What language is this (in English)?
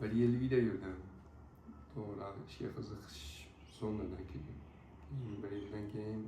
Uzbek